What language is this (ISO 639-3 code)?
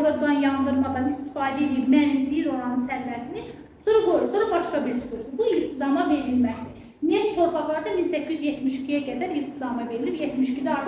aze